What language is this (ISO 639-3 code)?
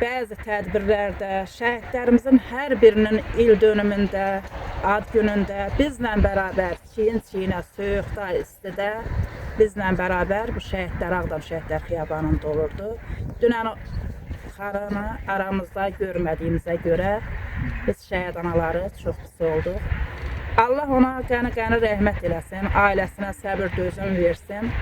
aze